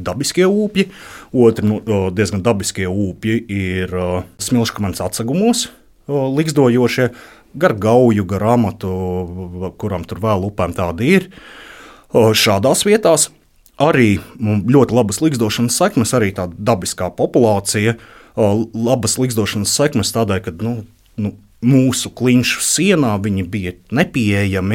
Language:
Latvian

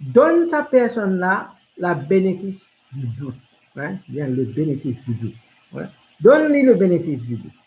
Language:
Morisyen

